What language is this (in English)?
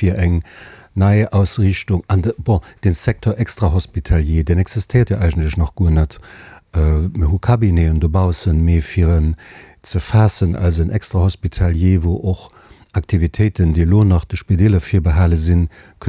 Luxembourgish